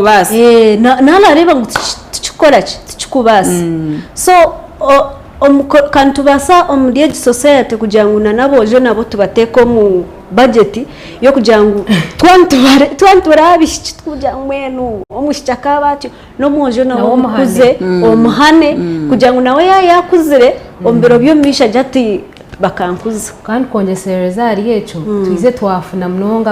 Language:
Nyankole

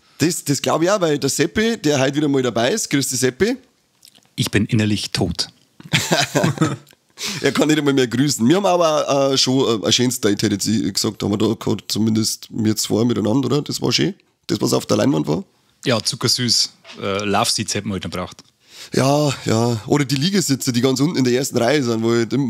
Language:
Bavarian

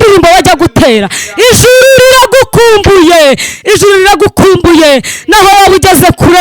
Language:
Kinyarwanda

